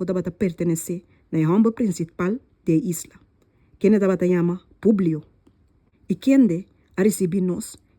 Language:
Papiamento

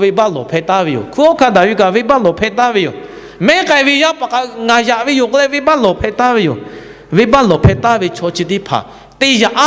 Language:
Lahu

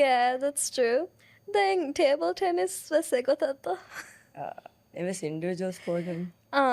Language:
Divehi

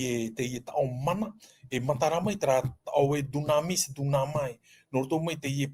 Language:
Tahitian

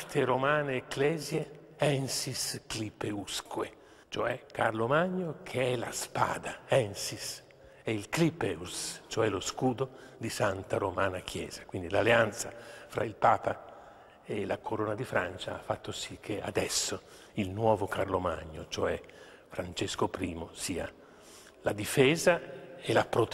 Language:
Italian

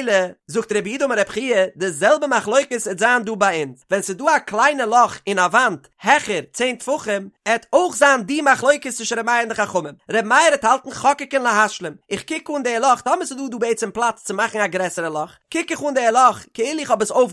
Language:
Yiddish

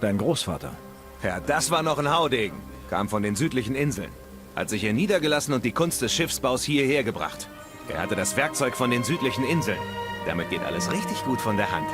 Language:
Bavarian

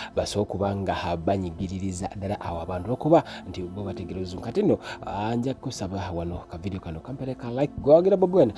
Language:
Ganda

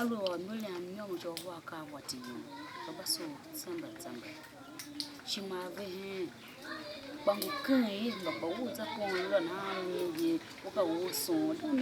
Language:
Tiv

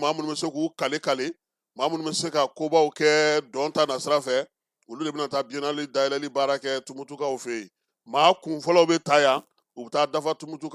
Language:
Bambara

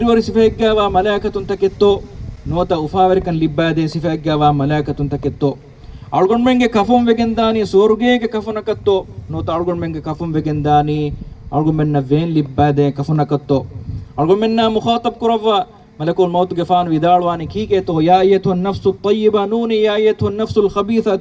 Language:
Divehi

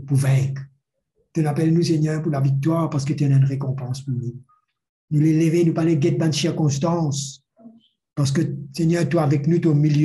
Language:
Morisyen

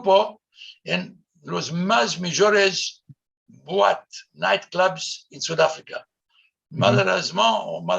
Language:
Ladino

